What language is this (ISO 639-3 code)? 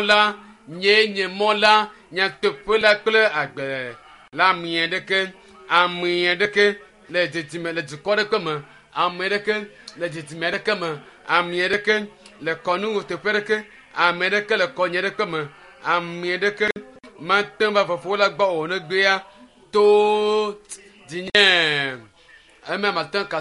ewe